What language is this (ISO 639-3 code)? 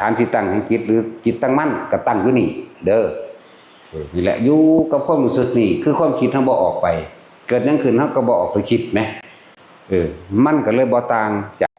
tts